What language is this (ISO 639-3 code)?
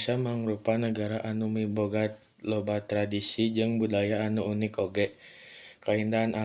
sun